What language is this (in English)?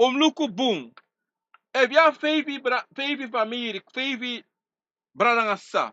Sranan Tongo